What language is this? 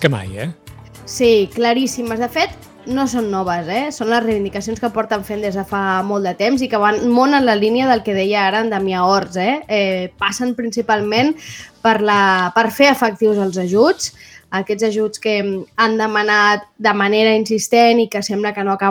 Catalan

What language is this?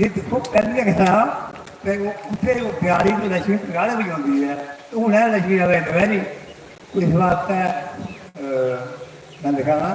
Dogri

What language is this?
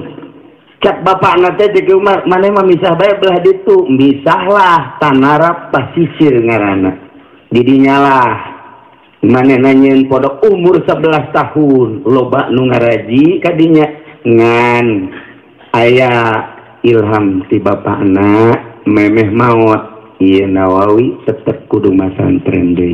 Sundanese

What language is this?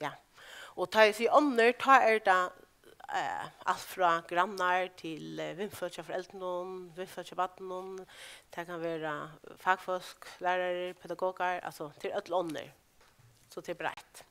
Faroese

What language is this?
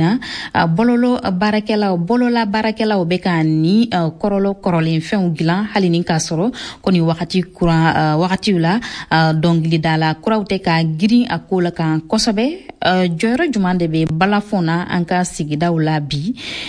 Bambara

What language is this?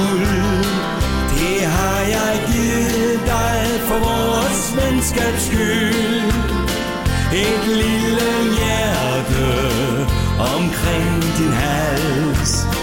Danish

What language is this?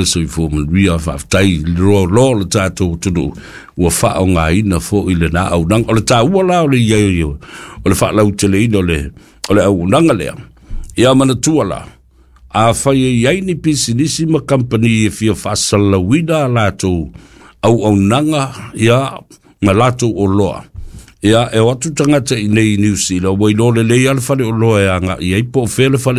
Samoan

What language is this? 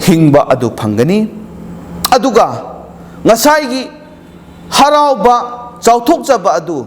Manipuri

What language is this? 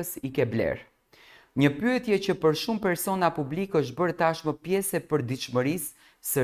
Albanian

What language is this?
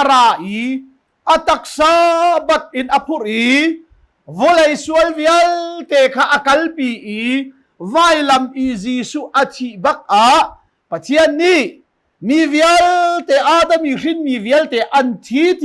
Hakha Chin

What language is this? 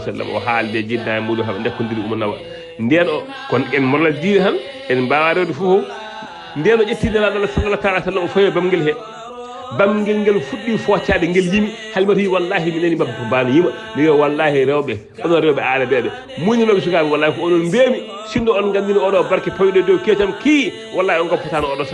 Fula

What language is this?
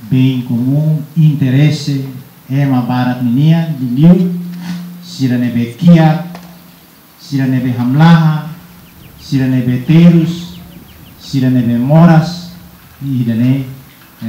Tetum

